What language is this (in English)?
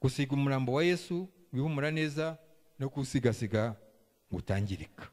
Kinyarwanda